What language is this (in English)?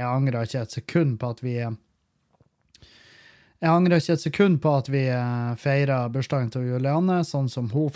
Norwegian